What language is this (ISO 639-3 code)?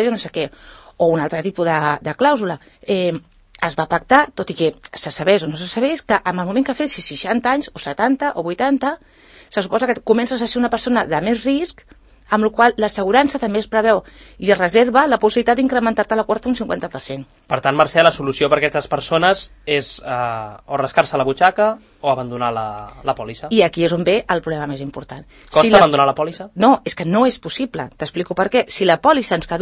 cat